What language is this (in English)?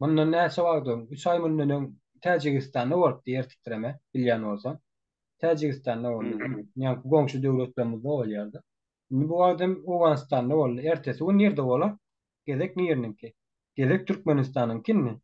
Turkmen